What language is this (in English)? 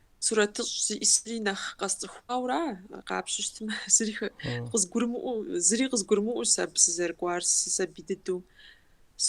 Kabardian